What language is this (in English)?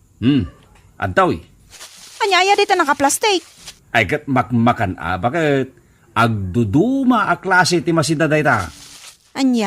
Iloko